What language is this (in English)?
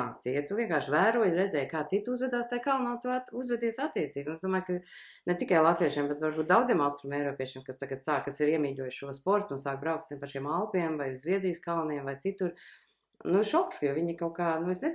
Latvian